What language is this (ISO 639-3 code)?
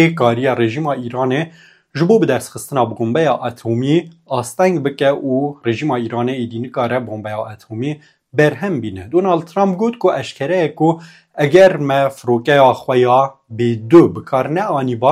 kur